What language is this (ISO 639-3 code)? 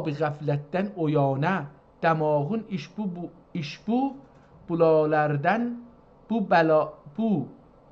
azb